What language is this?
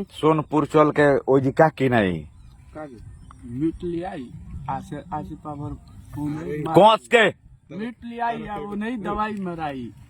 Bhojpuri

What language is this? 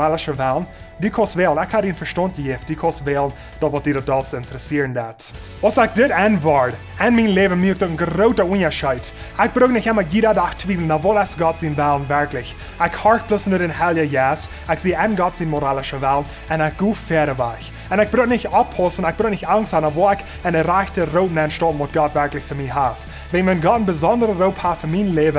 Plautdietsch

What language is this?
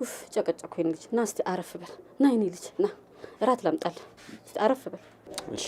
Amharic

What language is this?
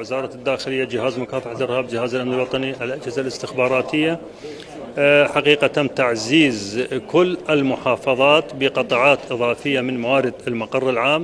Mesopotamian Arabic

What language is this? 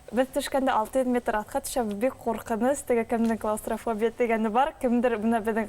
Bashkir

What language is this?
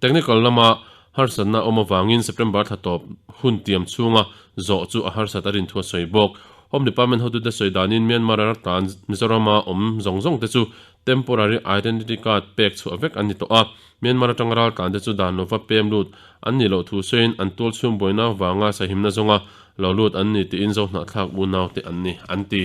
Mizo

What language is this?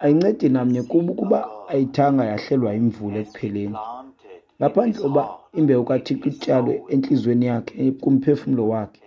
Xhosa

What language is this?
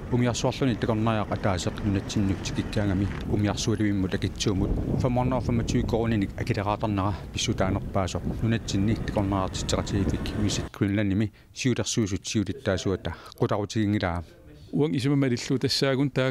Kalaallisut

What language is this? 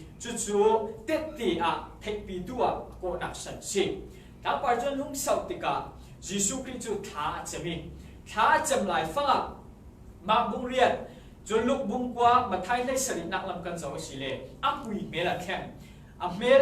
Falam Chin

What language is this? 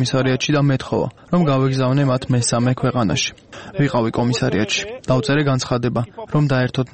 Georgian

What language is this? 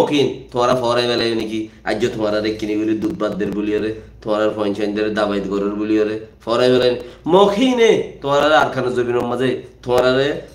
Rohingya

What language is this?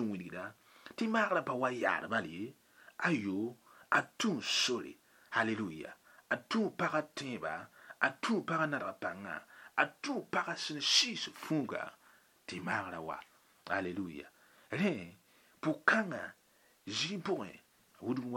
Mossi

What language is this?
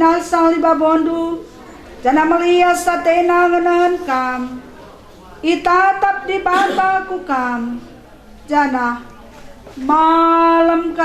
Batak Karo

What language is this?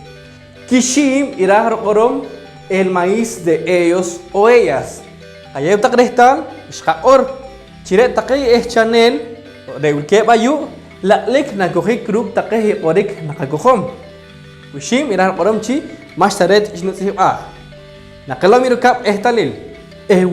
Poqomchi'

